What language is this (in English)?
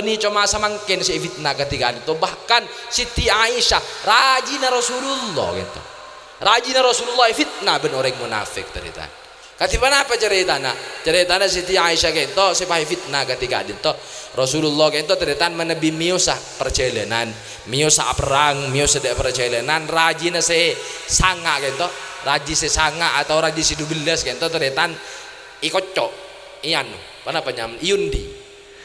Madurese